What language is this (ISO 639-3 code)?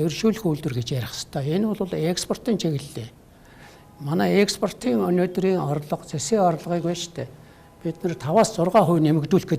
mon